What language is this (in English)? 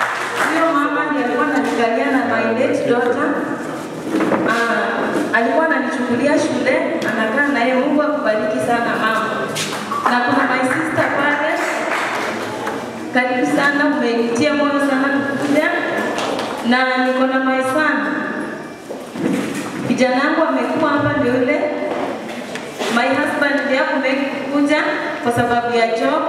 Swahili